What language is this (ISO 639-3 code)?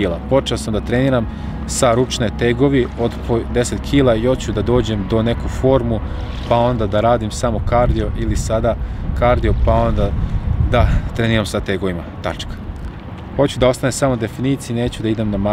srp